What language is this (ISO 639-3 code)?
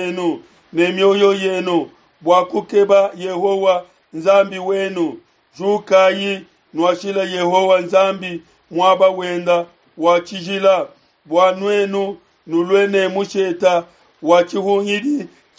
lua